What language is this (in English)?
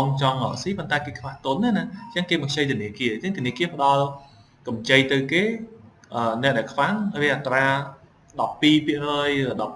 Khmer